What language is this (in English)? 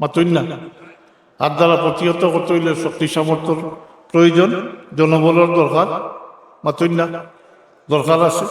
Sylheti